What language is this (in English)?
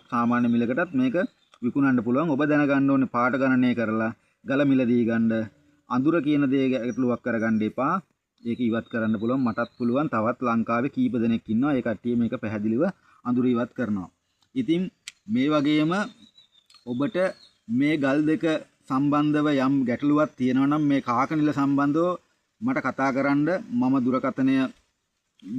Sinhala